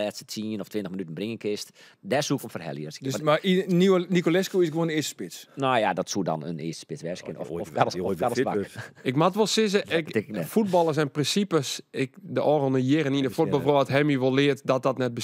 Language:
Western Frisian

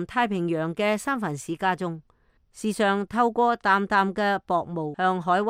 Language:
Cantonese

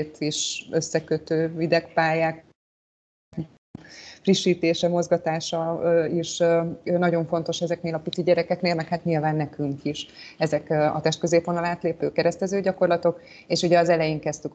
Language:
Hungarian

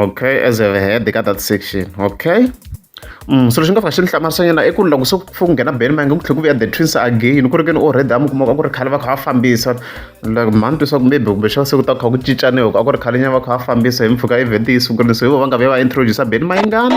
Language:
Tsonga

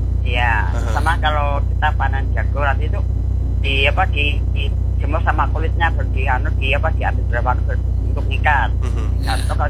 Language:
Indonesian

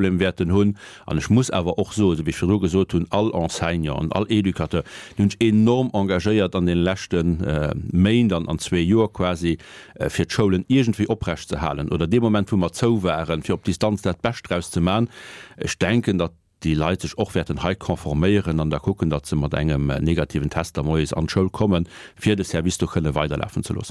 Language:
Luxembourgish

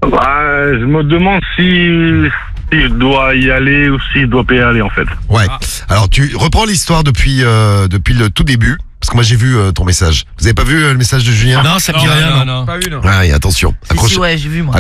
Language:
French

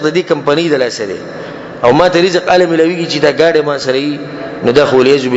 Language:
Pashto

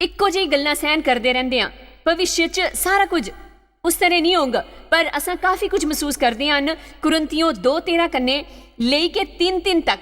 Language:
Dogri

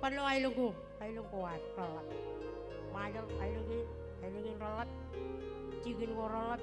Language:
Marshallese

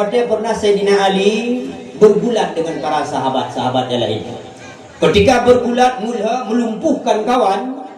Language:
Achinese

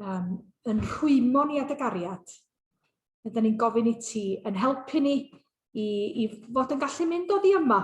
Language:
Welsh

